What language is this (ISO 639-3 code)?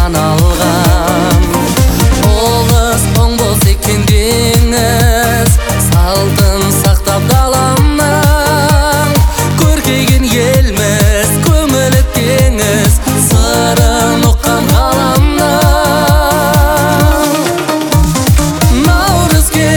kaz